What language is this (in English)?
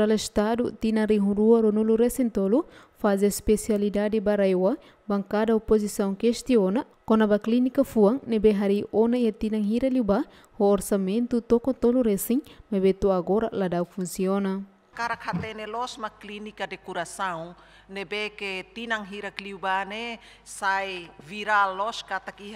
Tetum